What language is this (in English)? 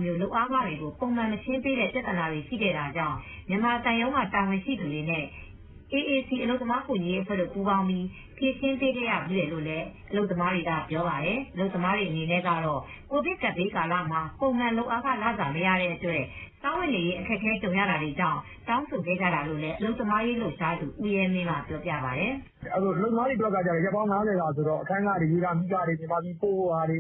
Burmese